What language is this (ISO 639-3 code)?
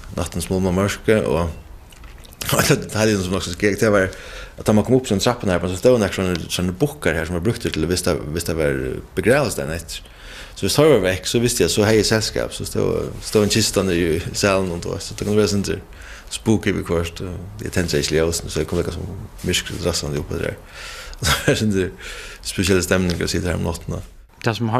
fao